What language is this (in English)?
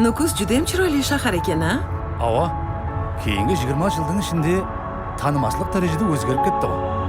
Kara-Kalpak